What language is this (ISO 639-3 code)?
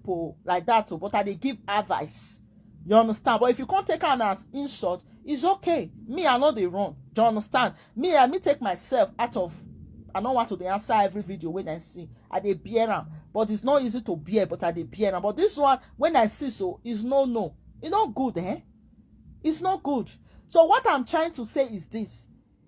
pcm